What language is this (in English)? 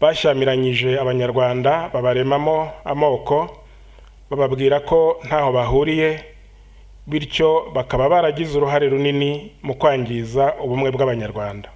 Kinyarwanda